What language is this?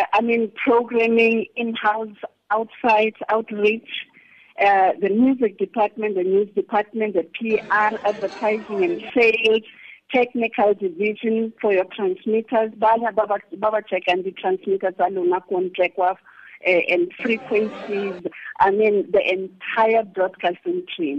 Tswana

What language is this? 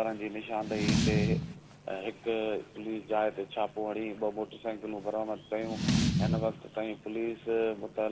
Sindhi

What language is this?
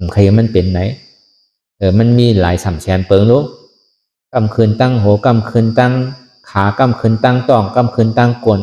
Shan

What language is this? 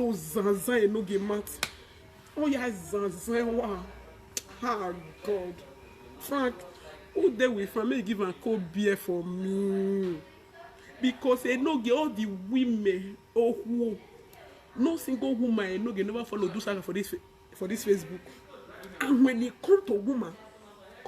Nigerian Pidgin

